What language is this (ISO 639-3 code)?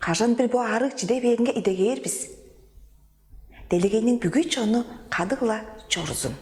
tyv